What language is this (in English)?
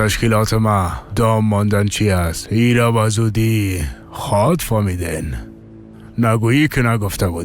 Persian